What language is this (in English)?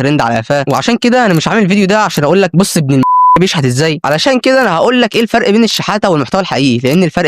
Egyptian Arabic